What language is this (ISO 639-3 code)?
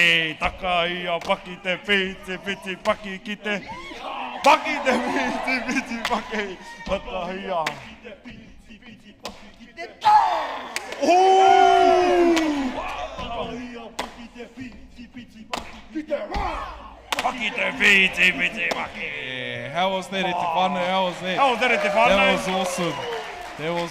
mri